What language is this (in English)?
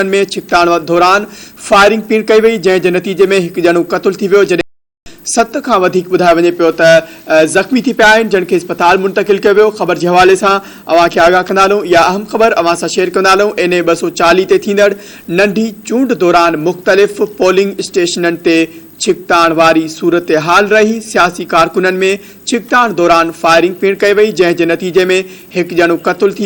Sindhi